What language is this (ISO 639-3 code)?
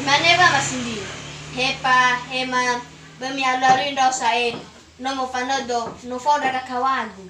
nia